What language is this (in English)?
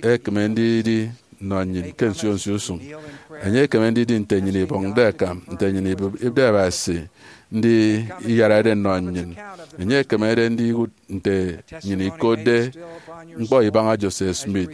Efik